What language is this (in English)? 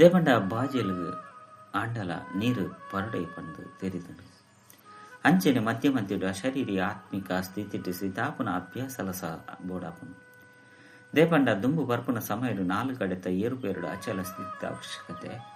Tulu